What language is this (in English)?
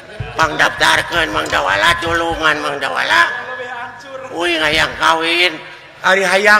Sundanese